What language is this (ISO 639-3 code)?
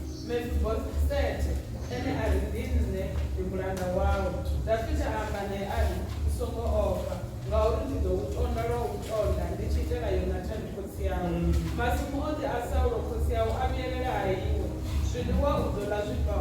ven